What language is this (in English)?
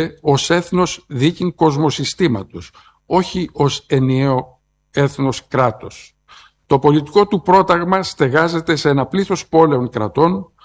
Greek